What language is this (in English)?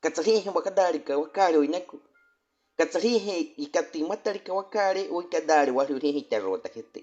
Baniwa